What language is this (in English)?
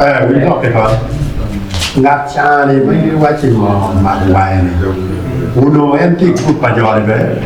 Acoli